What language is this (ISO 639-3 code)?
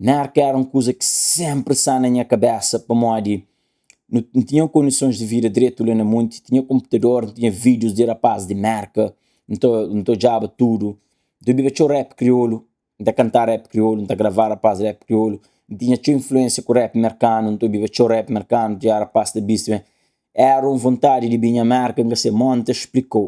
kea